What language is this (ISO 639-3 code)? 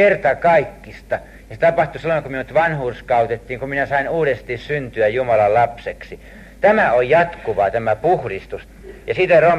fin